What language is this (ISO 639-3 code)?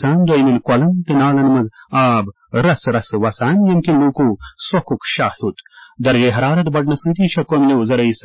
kas